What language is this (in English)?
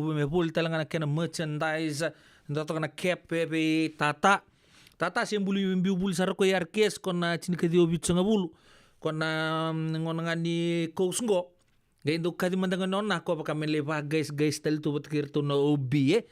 Fijian